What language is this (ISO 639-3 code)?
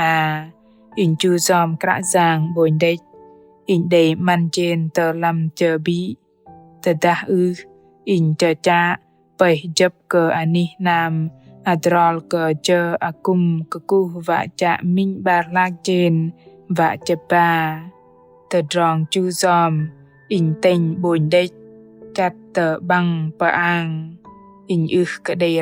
bdq